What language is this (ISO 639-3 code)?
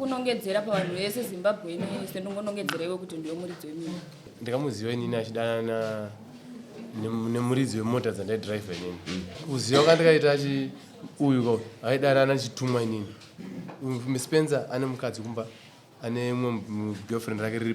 sna